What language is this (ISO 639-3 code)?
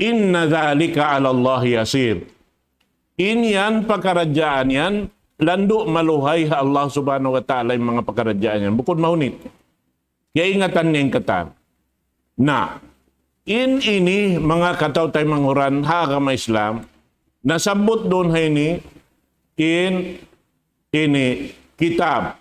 tsg